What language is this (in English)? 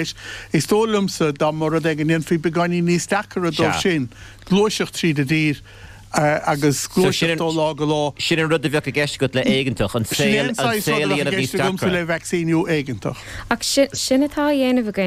Irish